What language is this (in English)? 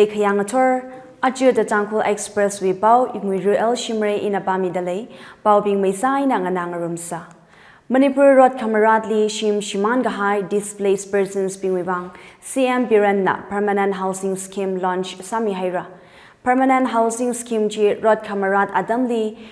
Tangkhul Naga (India)